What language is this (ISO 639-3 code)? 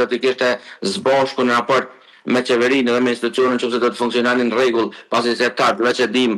sqi